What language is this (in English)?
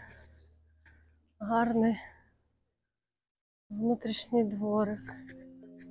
Ukrainian